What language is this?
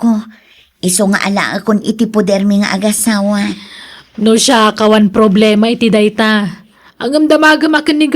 Iloko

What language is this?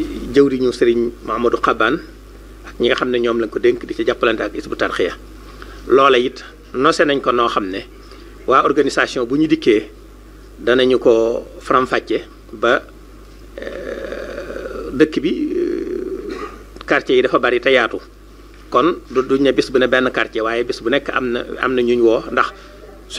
Wolof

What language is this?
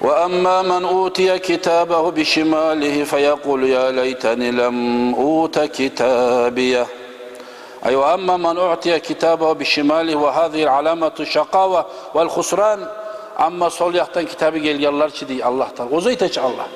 Kumyk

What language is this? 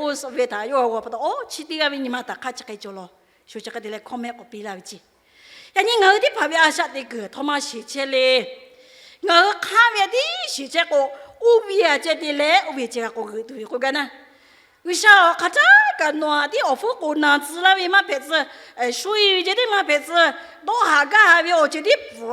Lahu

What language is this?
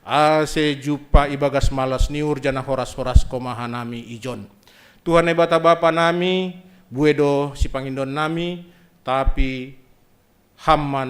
Batak Simalungun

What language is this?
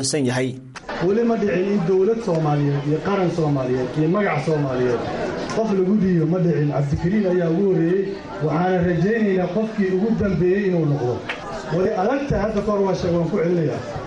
Somali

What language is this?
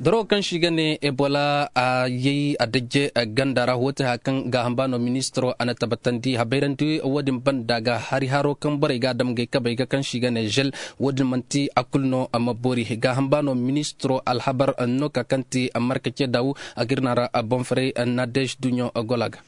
Zarma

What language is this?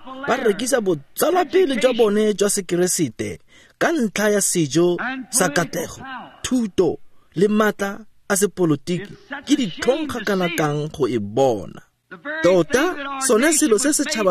Tswana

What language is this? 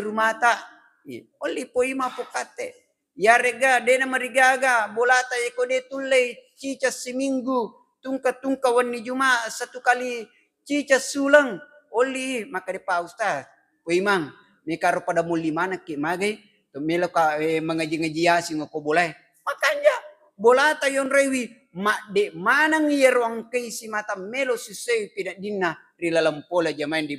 Buginese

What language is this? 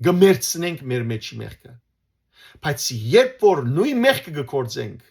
Western Armenian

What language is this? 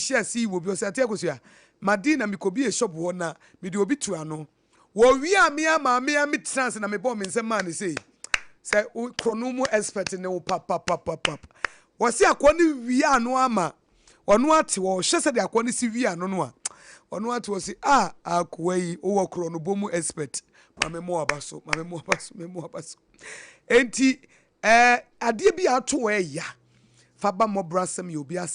Akan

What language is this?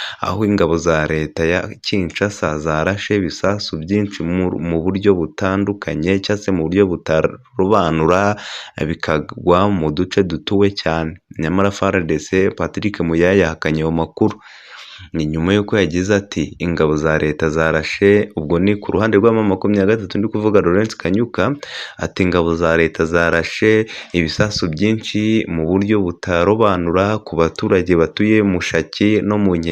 Kinyarwanda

